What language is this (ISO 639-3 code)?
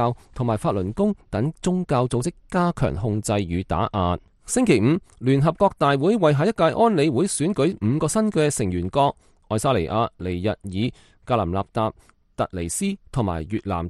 yue